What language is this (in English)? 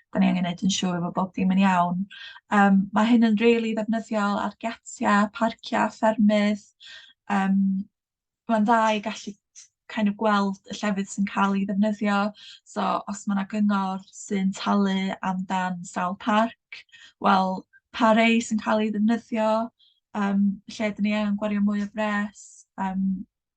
Welsh